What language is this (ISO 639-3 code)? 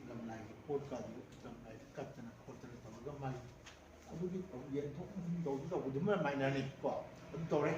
mni